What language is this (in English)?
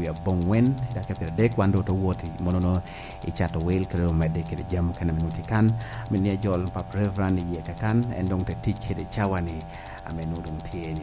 Lango (Uganda)